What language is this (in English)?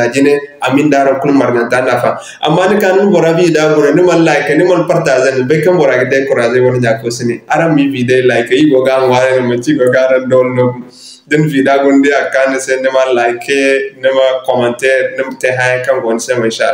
Zarma